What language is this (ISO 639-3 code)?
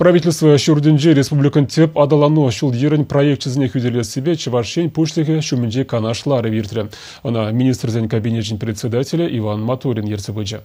chv